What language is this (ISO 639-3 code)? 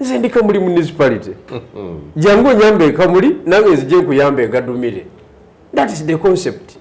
lug